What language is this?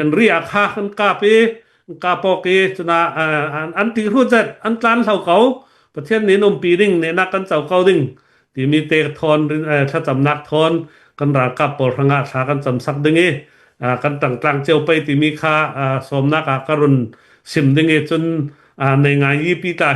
Hakha Chin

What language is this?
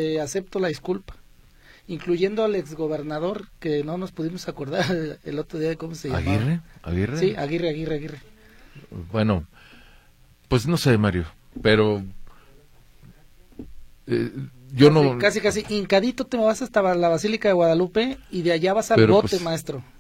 Spanish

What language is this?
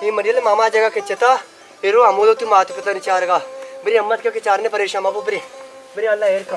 Baluchi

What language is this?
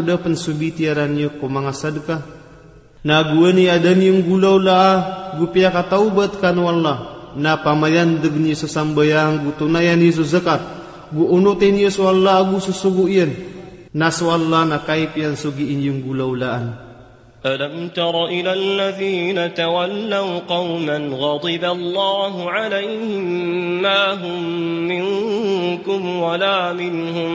Maranao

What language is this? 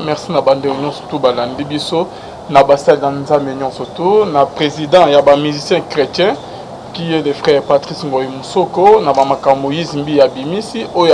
Lingala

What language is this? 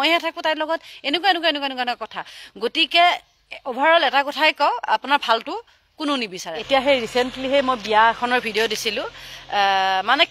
Assamese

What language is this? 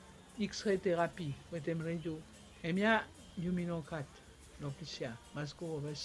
Bislama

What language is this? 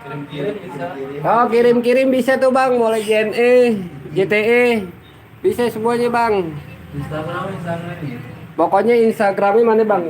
Betawi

